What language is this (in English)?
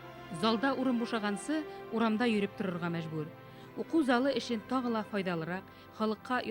Bashkir